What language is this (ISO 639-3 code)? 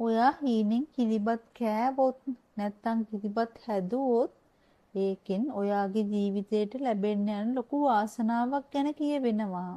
sin